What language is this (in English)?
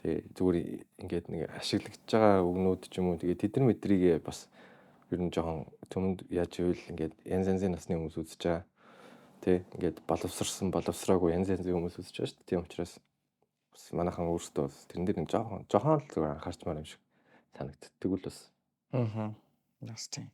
Mongolian